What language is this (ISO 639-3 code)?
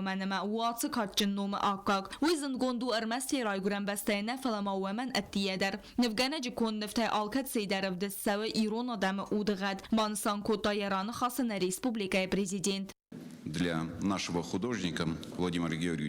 oss